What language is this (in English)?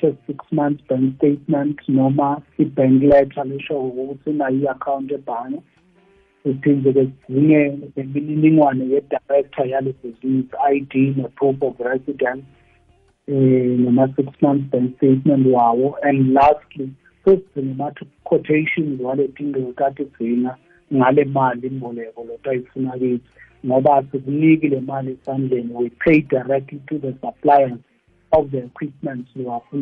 South Ndebele